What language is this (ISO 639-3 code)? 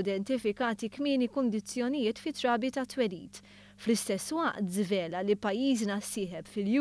mlt